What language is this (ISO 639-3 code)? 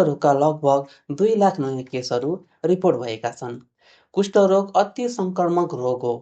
nep